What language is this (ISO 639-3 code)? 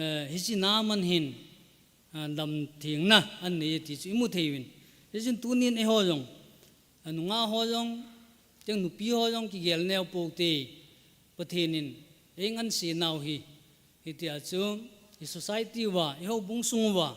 tcz